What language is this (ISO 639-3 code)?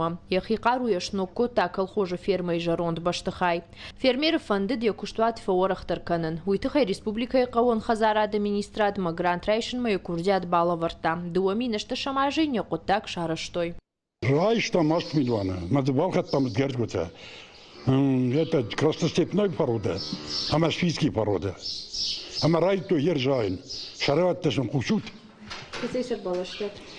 oss